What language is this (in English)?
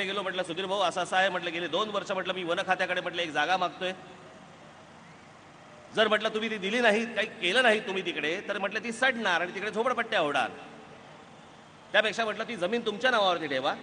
Marathi